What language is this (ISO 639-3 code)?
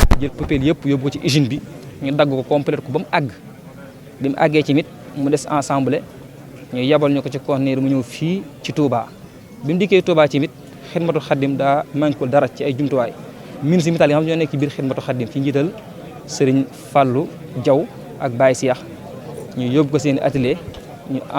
wol